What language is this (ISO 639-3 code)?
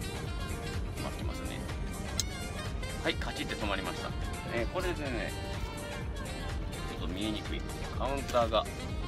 jpn